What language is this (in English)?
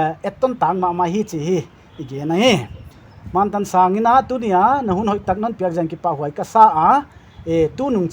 Paite Chin